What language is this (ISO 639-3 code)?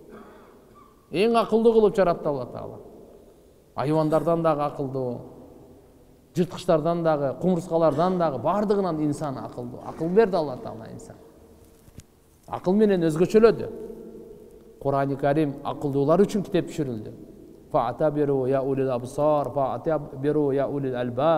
kir